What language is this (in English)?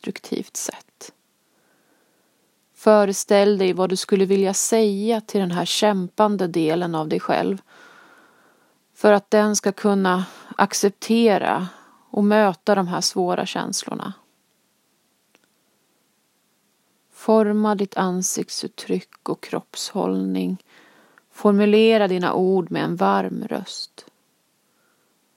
Swedish